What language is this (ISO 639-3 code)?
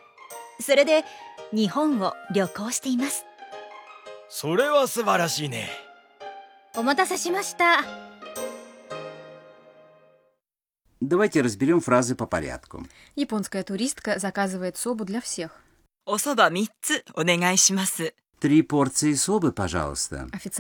rus